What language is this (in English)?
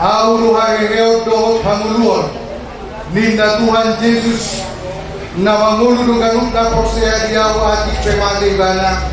Batak Toba